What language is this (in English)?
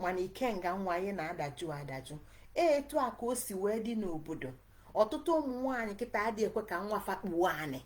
Igbo